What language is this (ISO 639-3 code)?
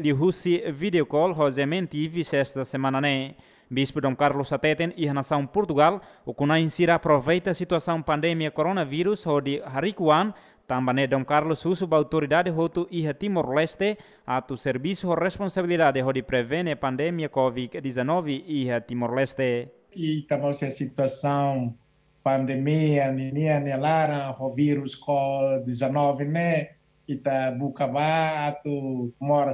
tet